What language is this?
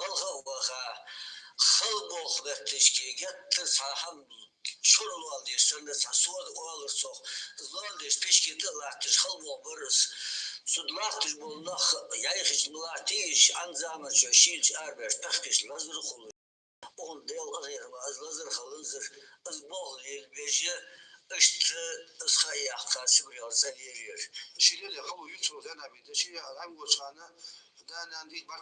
Ingush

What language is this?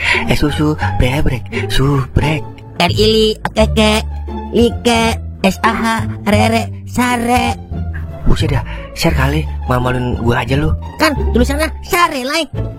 Betawi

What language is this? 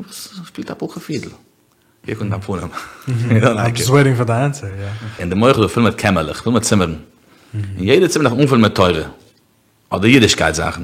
Yiddish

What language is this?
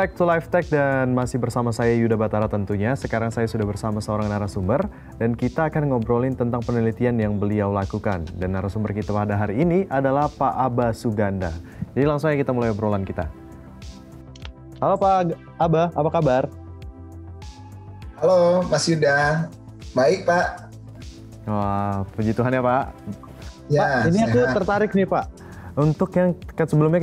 Indonesian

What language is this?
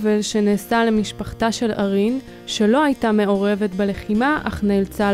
Hebrew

